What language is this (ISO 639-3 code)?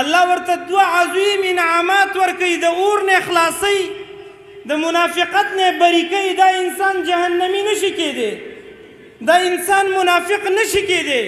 pus